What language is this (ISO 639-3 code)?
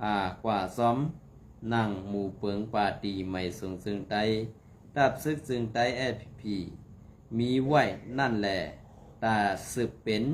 shn